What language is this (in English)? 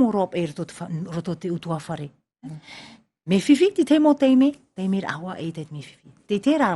Tahitian